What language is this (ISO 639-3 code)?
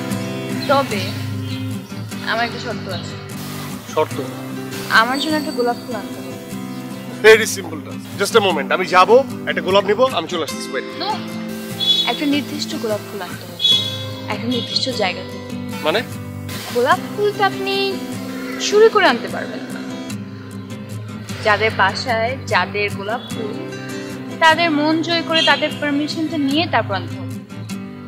ben